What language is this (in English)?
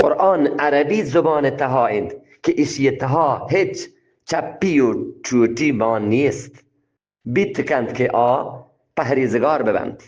Eastern Balochi